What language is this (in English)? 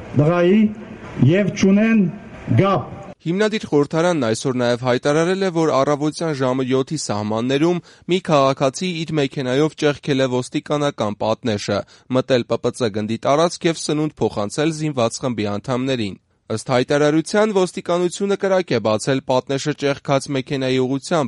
Armenian